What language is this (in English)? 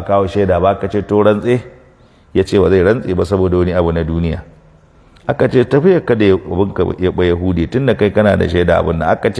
Hausa